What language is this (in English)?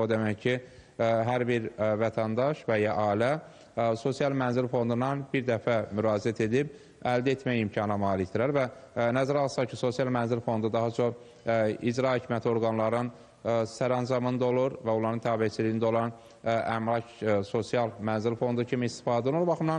Azerbaijani